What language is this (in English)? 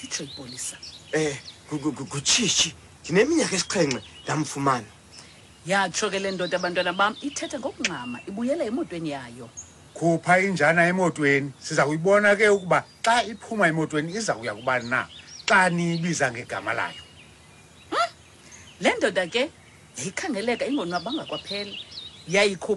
Xhosa